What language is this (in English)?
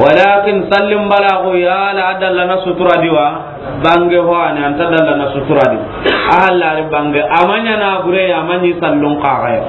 Soninke